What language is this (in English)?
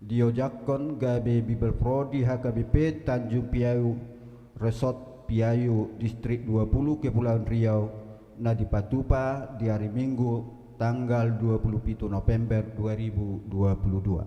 Batak Toba